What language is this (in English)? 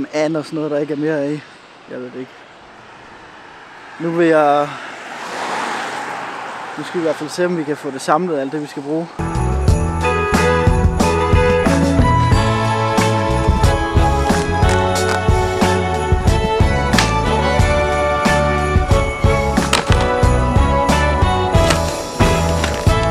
Danish